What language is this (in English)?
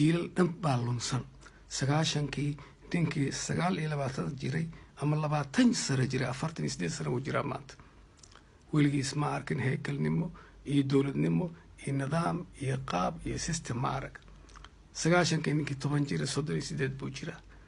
Somali